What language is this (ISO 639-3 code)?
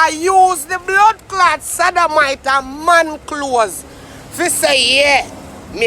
jam